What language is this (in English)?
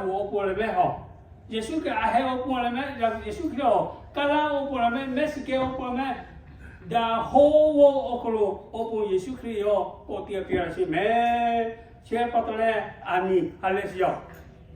Lahu